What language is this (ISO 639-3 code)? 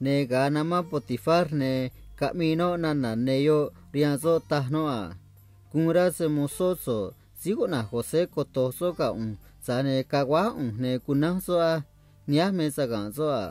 trc